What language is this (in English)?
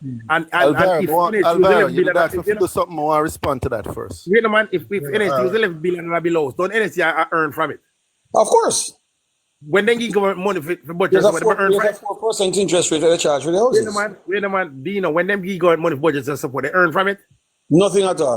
Jamaican Creole English